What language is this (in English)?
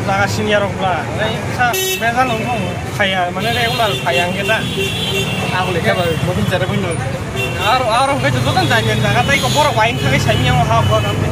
Kok Borok